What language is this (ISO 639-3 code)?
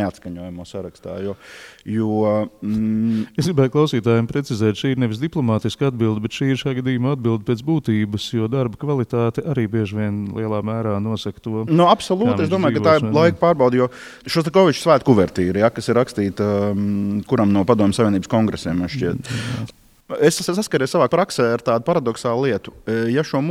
lav